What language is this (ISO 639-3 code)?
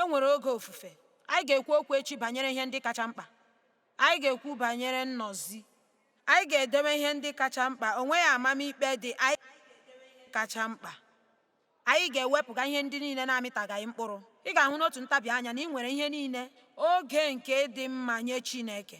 ibo